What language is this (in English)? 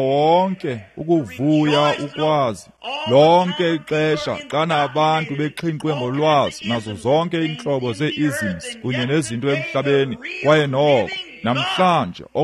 Xhosa